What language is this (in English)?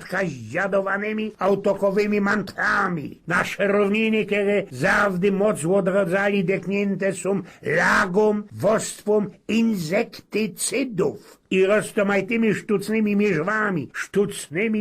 Silesian